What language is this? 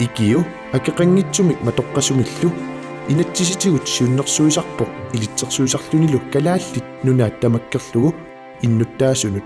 Kalaallisut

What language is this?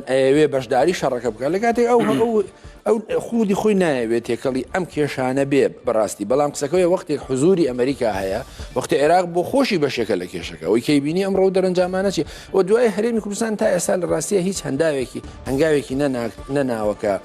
Central Kurdish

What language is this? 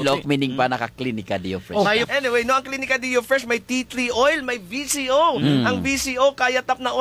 Hiligaynon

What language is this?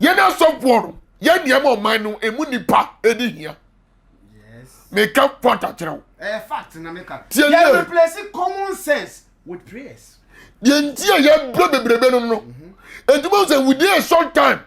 Akan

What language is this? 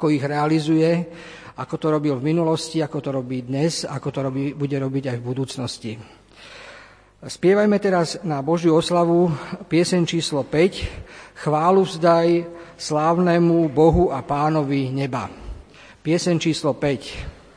Slovak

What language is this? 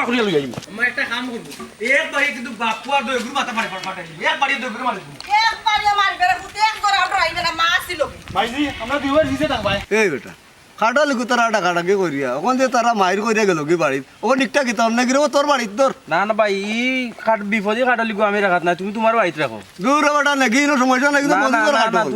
Sylheti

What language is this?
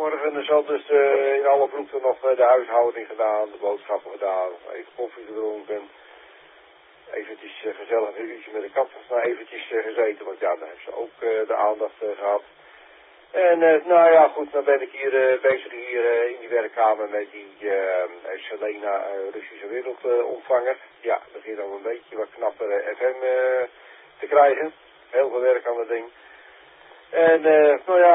Dutch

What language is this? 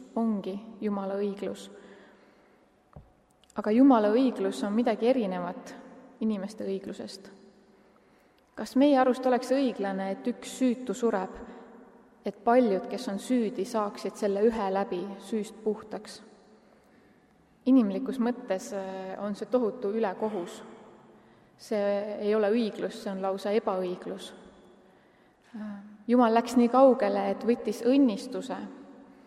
Estonian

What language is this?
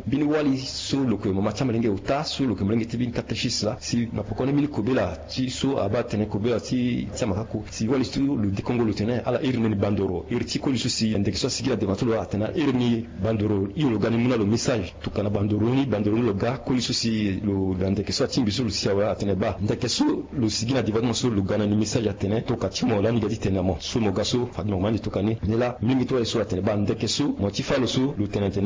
Sango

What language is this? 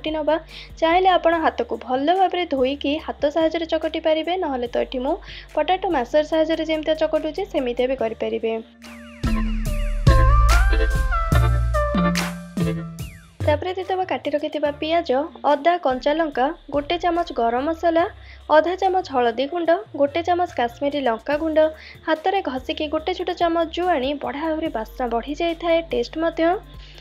Odia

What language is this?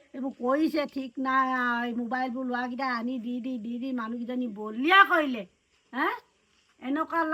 Assamese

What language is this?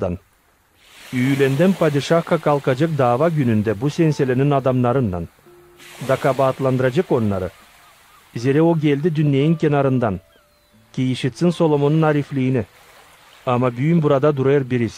Gagauz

